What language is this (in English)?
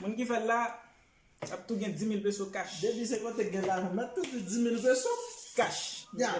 Haitian Creole